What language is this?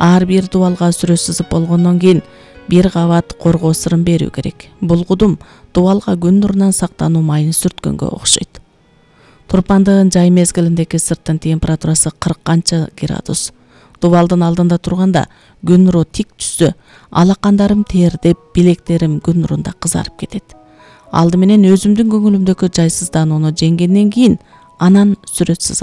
Kyrgyz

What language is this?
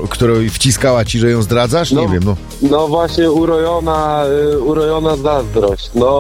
Polish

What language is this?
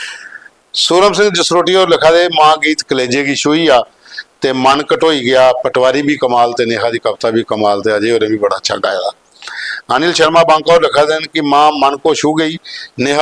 Dogri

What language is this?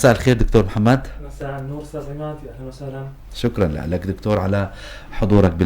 North Levantine Arabic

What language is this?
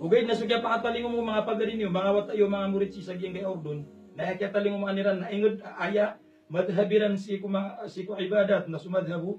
Maranao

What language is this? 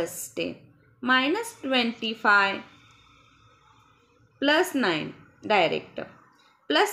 Marathi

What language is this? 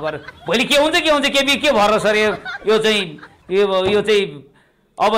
Nepali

